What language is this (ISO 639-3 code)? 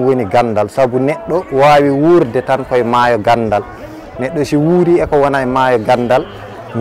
ful